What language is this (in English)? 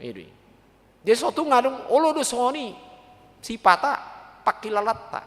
Batak Toba